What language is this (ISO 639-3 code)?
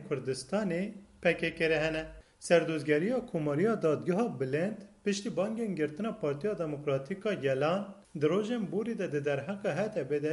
kur